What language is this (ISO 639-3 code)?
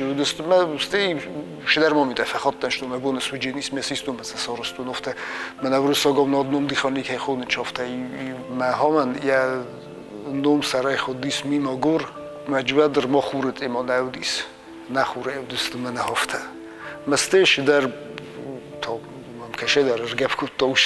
oss